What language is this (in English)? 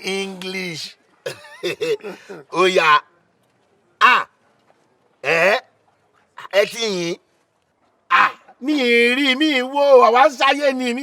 Yoruba